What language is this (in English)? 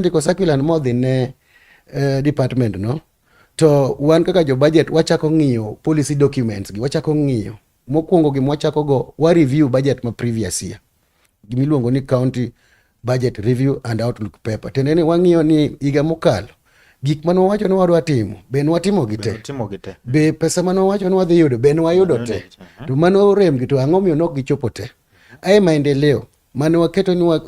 Luo (Kenya and Tanzania)